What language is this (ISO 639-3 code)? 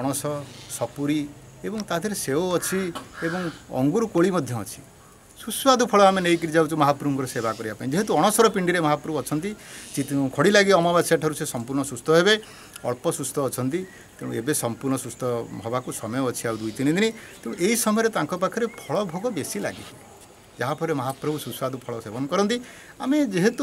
ori